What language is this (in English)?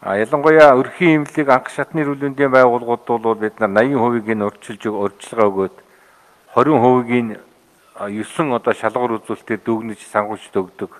Mongolian